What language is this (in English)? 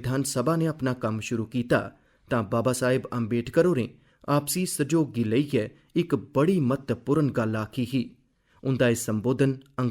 Dogri